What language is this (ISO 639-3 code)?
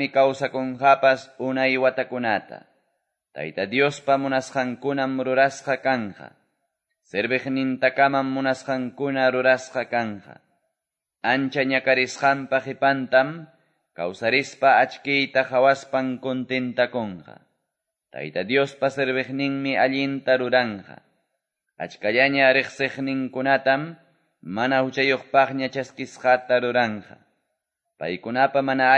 que